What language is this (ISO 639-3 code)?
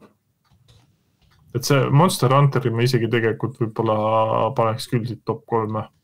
est